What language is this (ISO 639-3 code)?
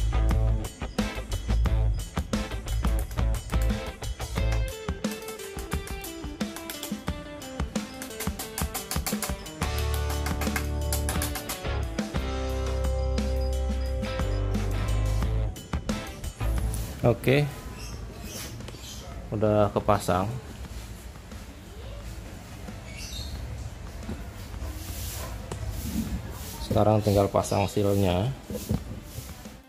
ind